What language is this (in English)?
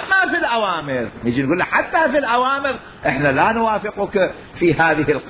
Mesopotamian Arabic